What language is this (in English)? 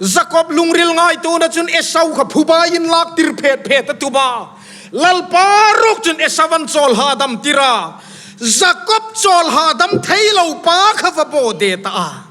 Hmar